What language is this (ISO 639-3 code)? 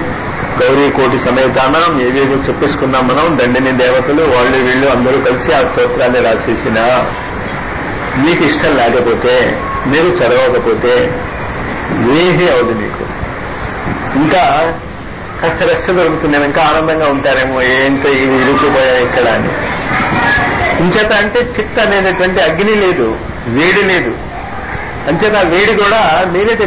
tel